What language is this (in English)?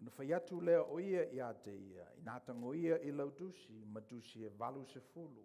Samoan